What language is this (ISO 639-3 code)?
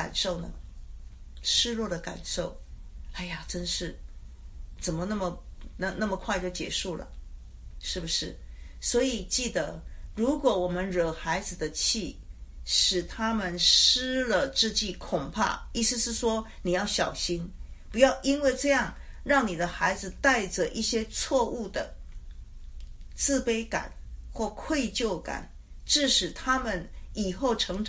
zho